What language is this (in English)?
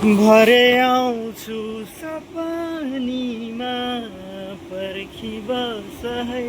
Nepali